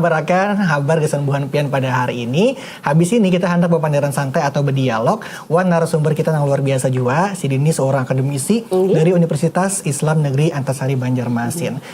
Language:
Banjar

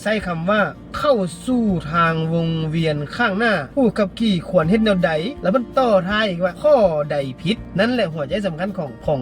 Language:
Lao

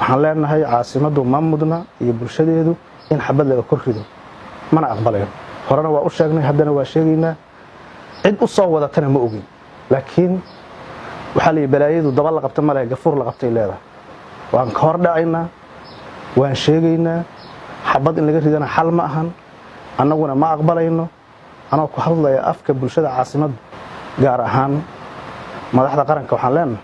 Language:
Somali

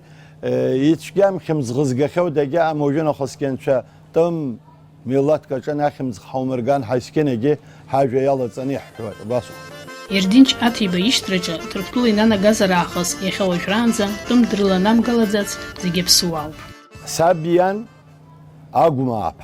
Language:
Abkhazian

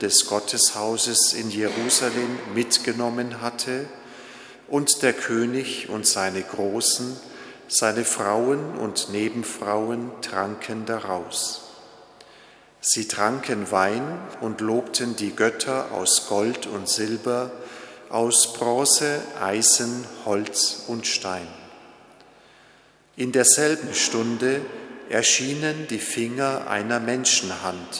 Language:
German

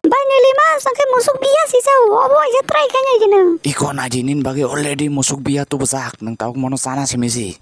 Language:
Kok Borok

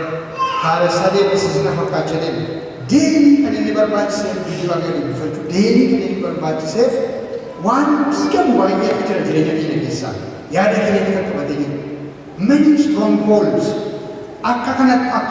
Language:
Oromo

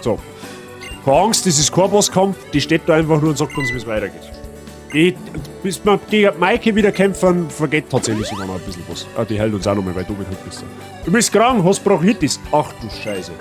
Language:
Bavarian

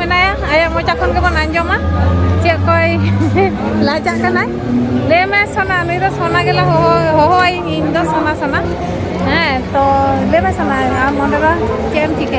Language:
Santali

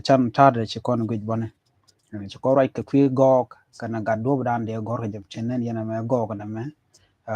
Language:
Nuer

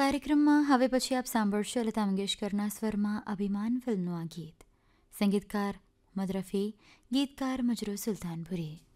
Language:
Gujarati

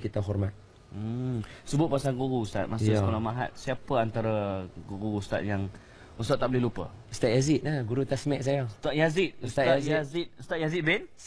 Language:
Malay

